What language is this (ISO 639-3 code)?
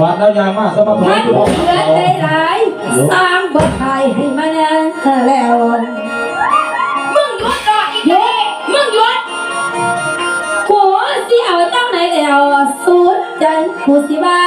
lao